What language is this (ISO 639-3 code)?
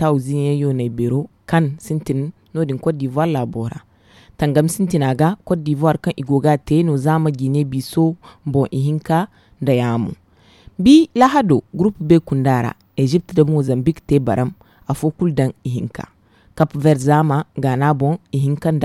dje